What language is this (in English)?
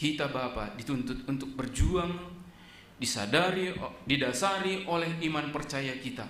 Batak Simalungun